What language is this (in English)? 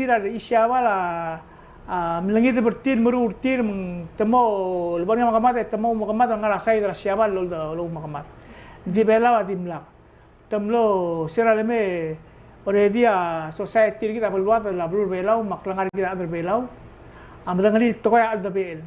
Palauan